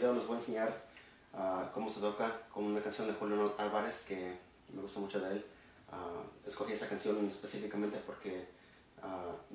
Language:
Spanish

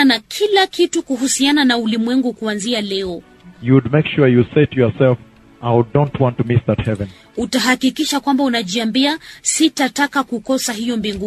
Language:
Swahili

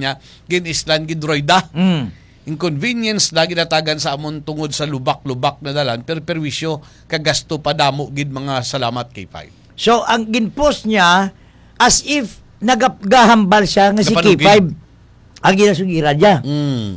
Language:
Hiligaynon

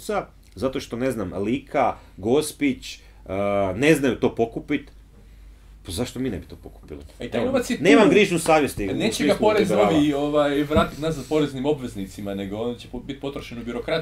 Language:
Croatian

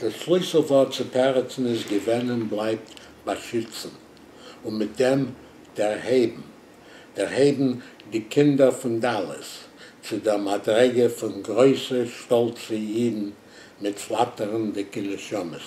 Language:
Yiddish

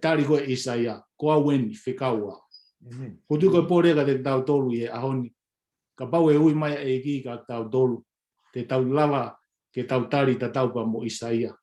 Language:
Tongan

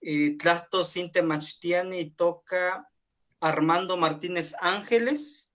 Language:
Eastern Huasteca Nahuatl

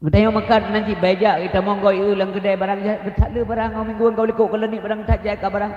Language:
Achinese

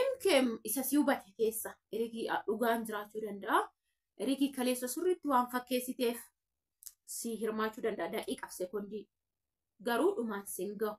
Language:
Oromo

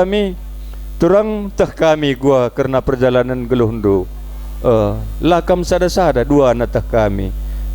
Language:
Batak Karo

